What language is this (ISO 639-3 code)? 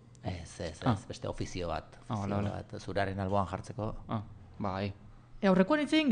eus